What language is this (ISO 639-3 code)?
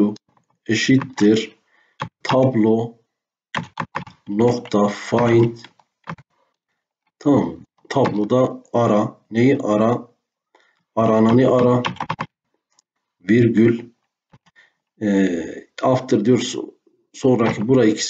tur